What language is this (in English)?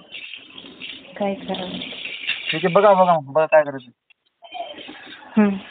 Marathi